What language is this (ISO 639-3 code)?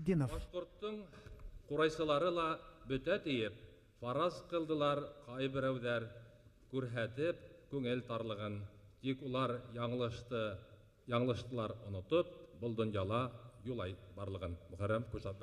bak